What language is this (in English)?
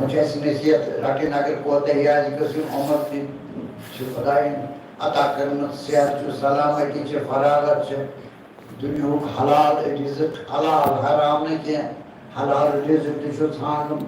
Kashmiri